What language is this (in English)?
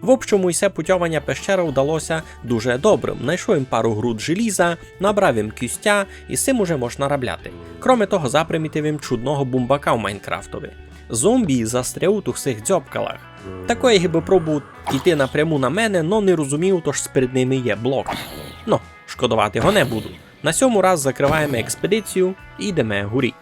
Rusyn